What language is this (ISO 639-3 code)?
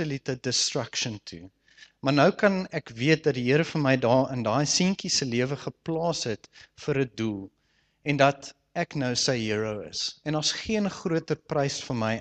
afr